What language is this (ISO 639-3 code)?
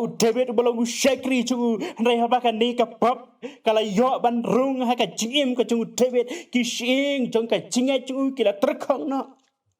kha